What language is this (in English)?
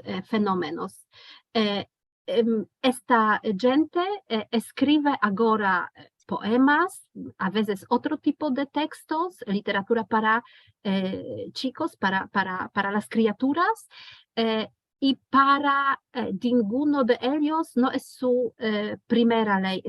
Ladino